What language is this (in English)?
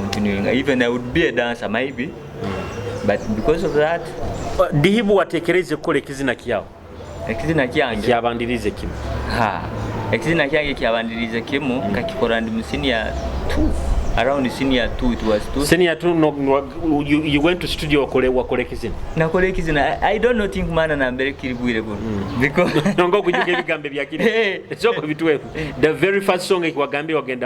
Nyoro